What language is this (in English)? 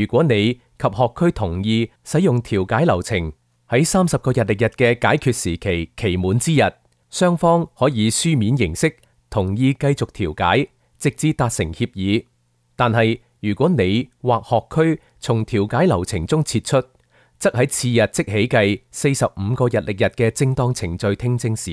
Cantonese